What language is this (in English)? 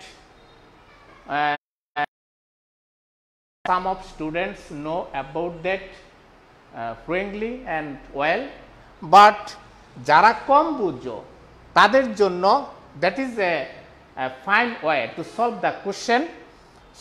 Bangla